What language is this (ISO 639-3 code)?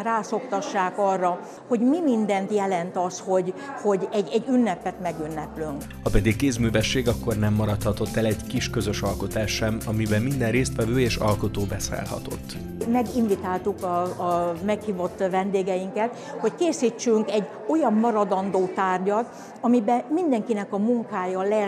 hun